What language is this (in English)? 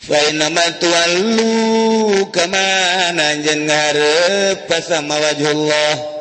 Sundanese